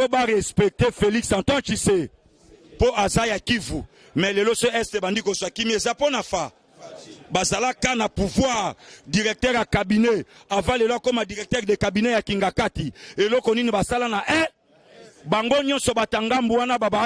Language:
Lingala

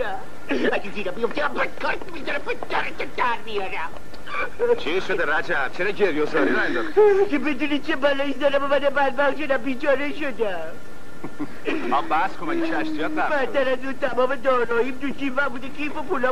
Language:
Persian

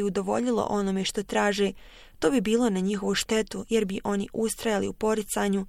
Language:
Bosnian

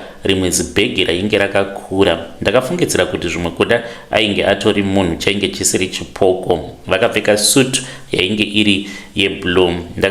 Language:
Shona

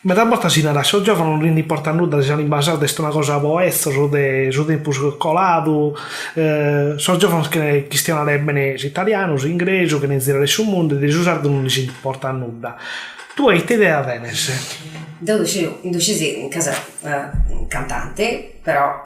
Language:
Sardinian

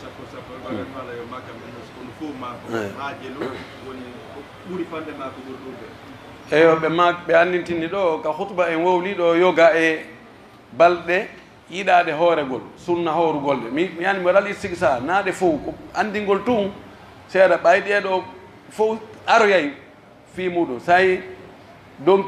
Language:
Pular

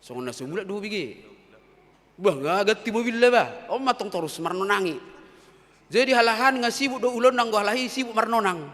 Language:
Batak Toba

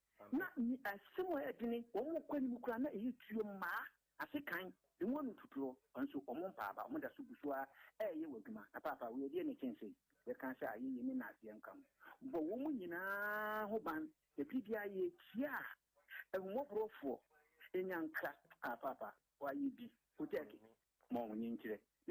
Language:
Akan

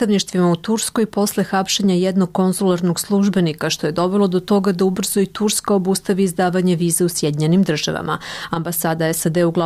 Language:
Serbian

